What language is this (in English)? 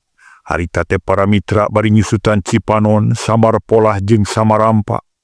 Sundanese